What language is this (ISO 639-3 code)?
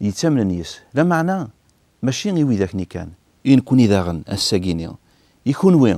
kab